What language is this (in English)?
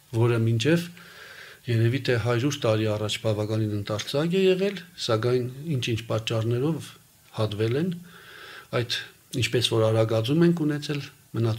Armenian